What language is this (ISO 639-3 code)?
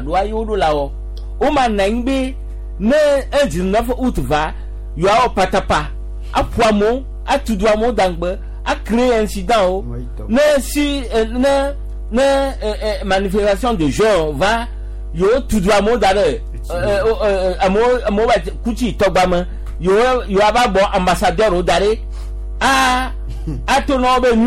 gej